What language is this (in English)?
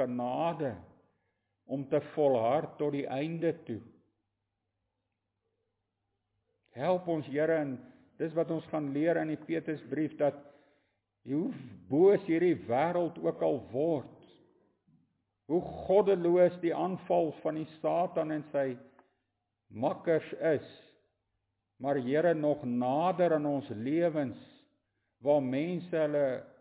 Afrikaans